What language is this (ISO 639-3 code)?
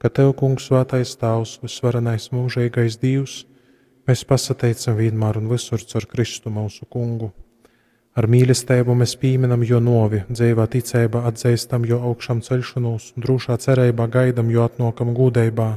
ltg